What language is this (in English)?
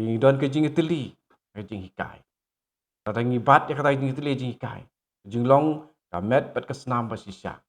Khasi